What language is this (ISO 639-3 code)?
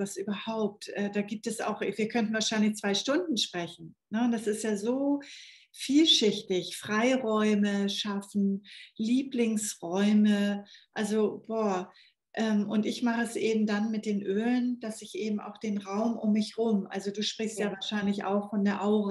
deu